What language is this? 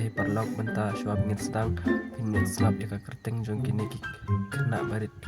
Khasi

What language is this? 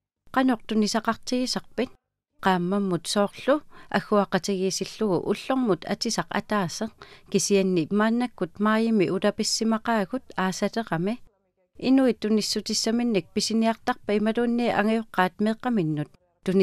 Kalaallisut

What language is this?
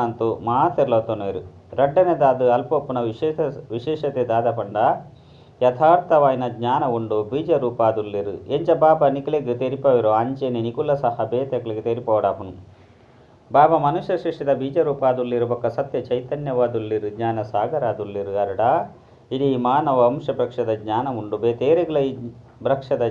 Tulu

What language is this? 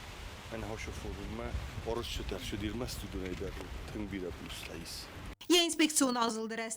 Ossetic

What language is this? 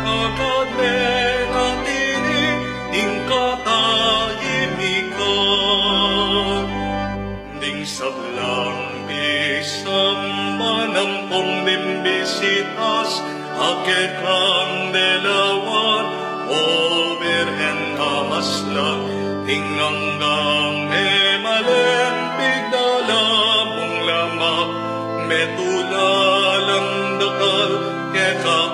Pampanga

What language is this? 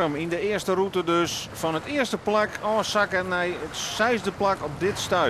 Western Frisian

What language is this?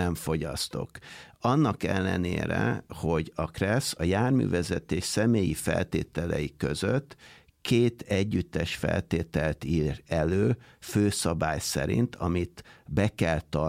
Hungarian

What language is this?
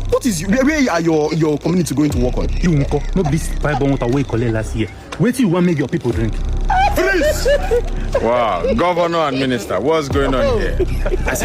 Nigerian Pidgin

